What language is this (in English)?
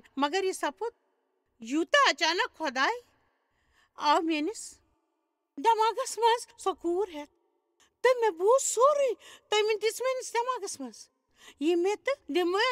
Kashmiri